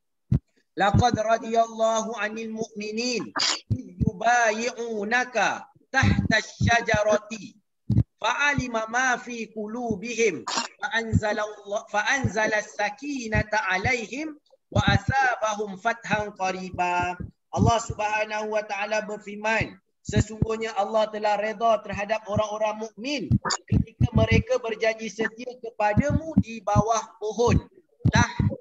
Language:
Malay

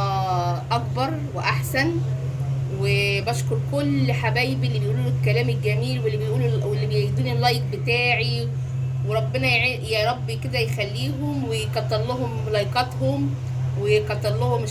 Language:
Egyptian Arabic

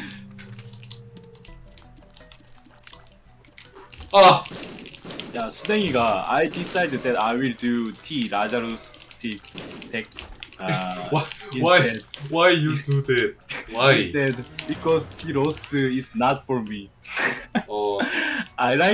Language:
Korean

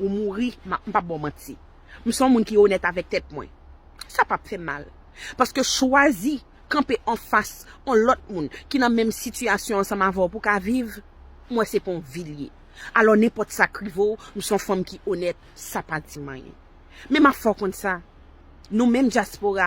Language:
Haitian Creole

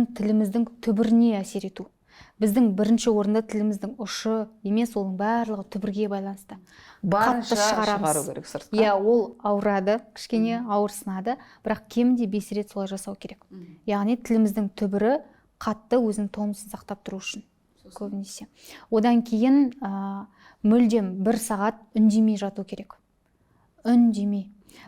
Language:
Kazakh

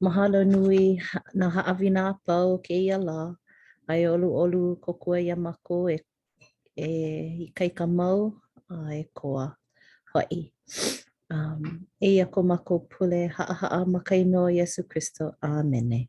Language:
Hawaiian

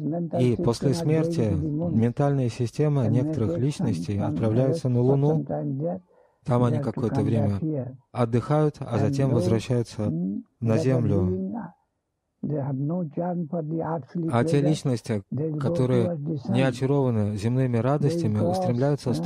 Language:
Russian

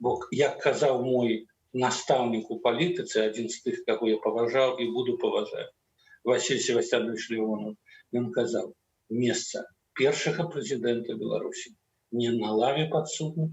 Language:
Belarusian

